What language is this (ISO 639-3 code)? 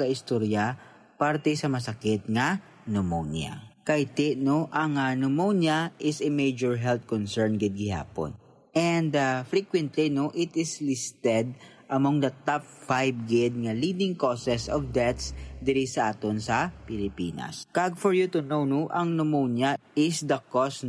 hil